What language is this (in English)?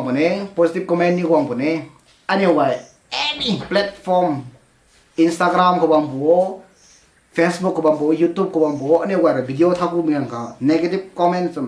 Rongmei Naga